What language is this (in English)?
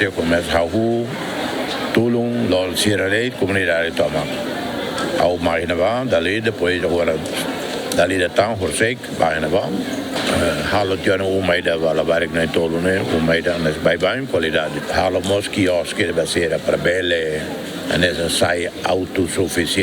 Tetum